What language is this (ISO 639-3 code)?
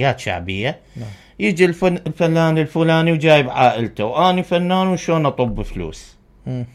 acm